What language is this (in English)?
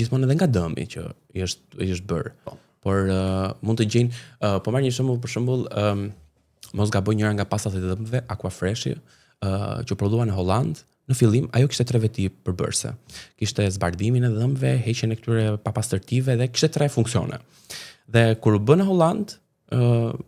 Albanian